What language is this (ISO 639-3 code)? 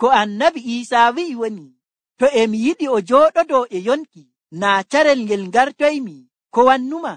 fuv